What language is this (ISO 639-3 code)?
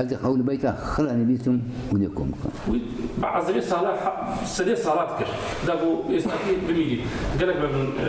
kur